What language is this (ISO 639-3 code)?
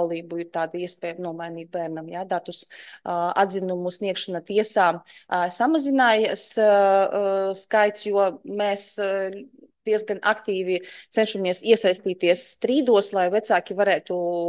lav